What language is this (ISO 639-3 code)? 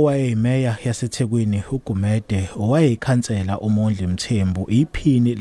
zul